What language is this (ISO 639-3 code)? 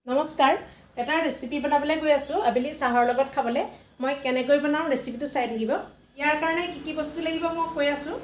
asm